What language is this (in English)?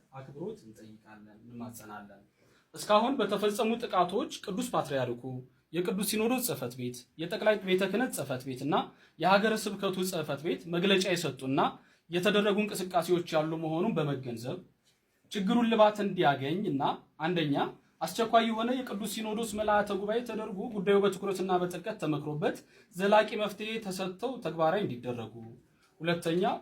Amharic